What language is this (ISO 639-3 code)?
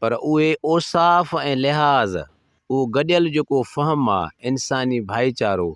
snd